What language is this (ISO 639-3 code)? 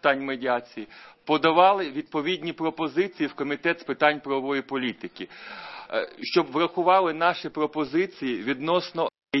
ukr